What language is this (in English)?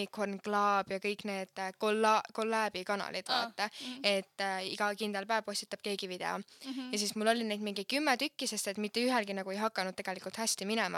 Estonian